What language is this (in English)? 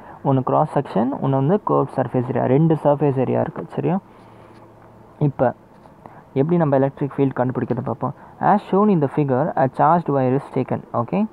Tamil